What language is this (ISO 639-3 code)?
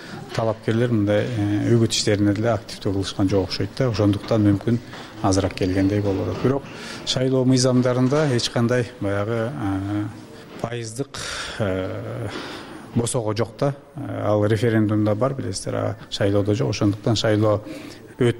kir